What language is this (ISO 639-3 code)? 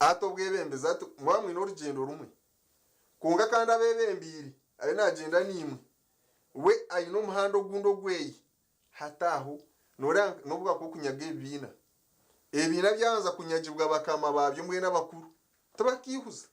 nyn